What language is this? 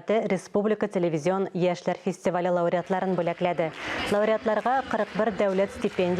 Tatar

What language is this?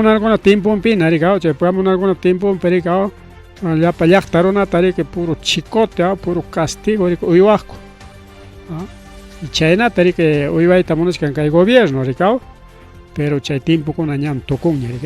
Ayacucho Quechua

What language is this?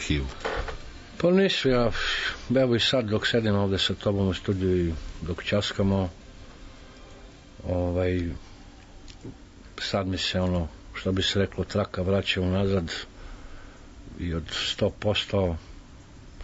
Serbian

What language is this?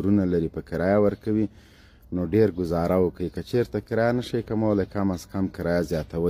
Pashto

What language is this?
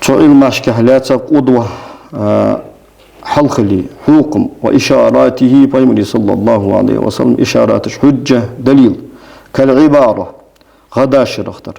Ingush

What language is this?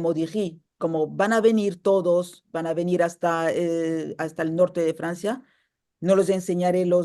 Ladino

